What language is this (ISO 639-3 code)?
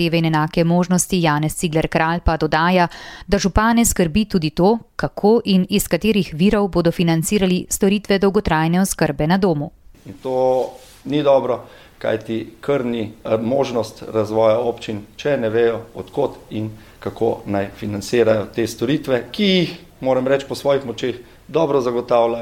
slv